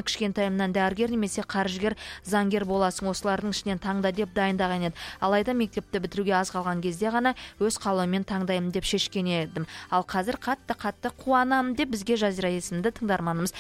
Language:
Kazakh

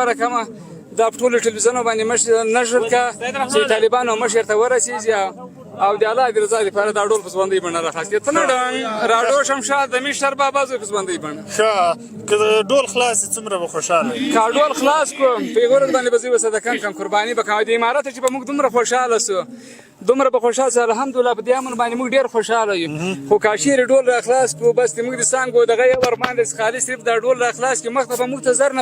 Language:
Pashto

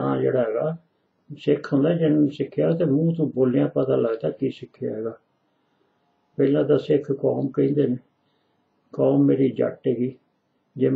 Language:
Punjabi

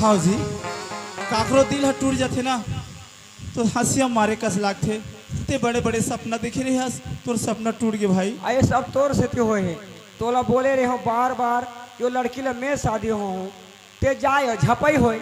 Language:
Chhattisgarhi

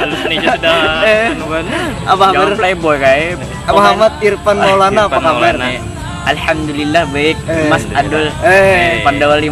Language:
Banjar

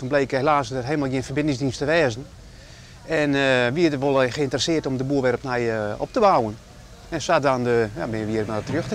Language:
Western Frisian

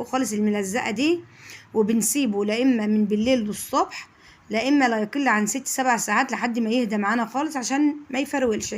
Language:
Egyptian Arabic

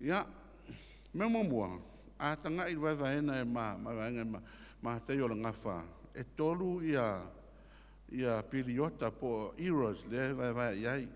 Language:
Samoan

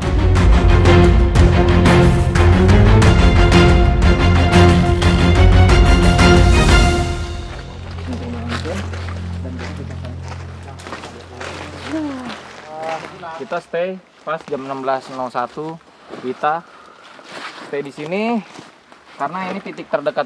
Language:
Indonesian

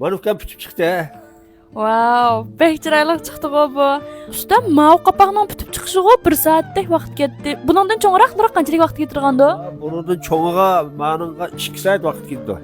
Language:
Uyghur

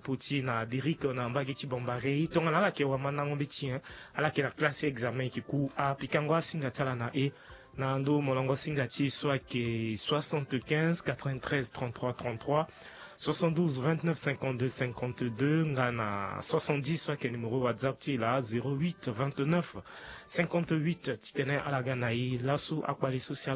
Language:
Sango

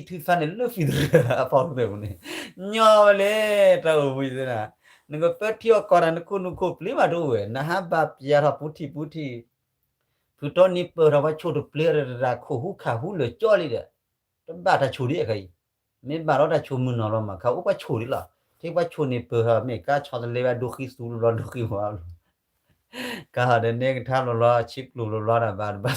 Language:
S'gaw Karen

